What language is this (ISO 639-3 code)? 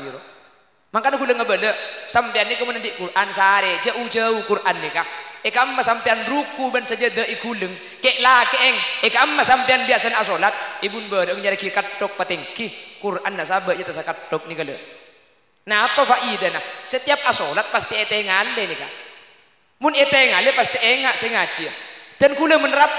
mad